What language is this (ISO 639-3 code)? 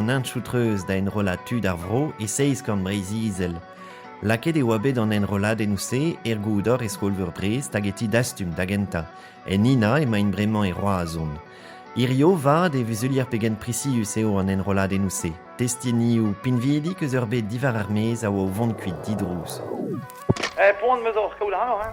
bre